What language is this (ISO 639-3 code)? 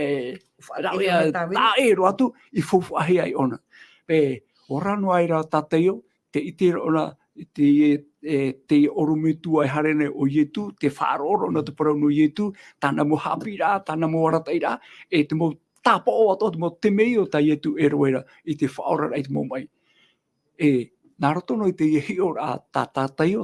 tah